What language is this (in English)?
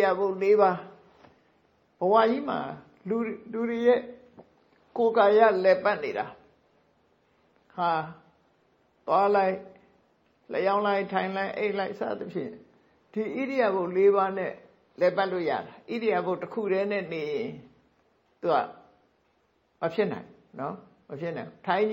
Burmese